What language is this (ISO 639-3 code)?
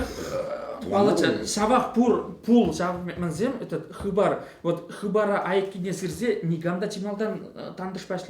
chv